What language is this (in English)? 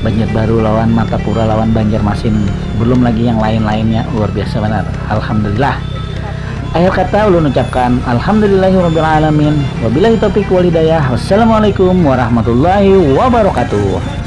Banjar